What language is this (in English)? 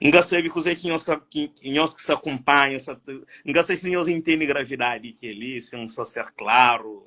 Kabuverdianu